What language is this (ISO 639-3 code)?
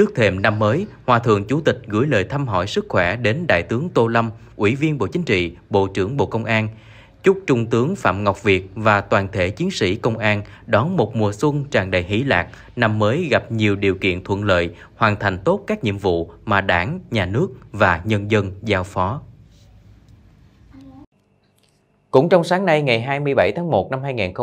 vie